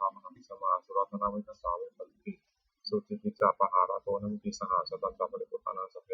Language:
Pali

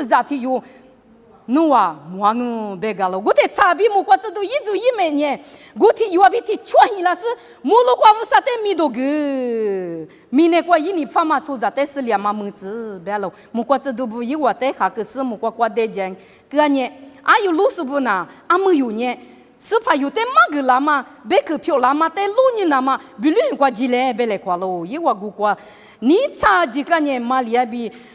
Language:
Lisu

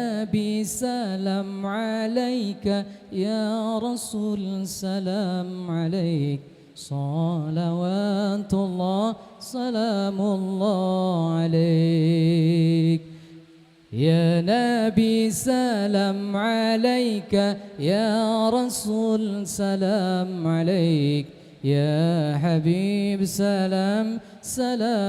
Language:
Banjar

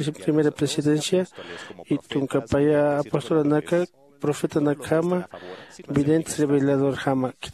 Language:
Aymara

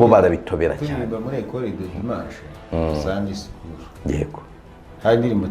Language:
Kinyarwanda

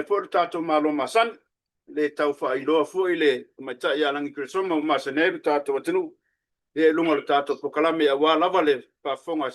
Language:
Samoan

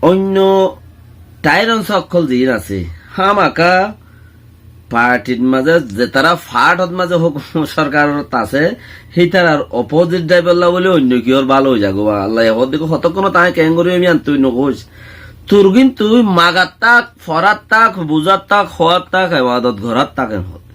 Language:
Rohingya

